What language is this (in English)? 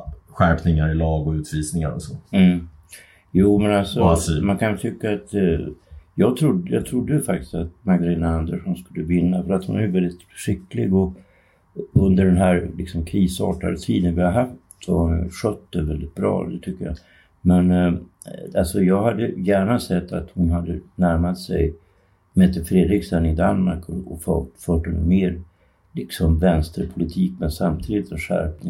Swedish